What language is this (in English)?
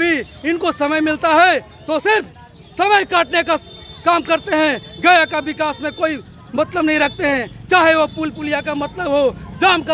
Hindi